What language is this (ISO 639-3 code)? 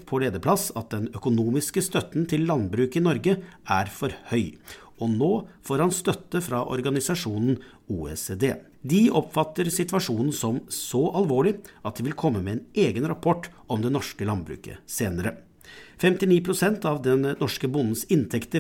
nor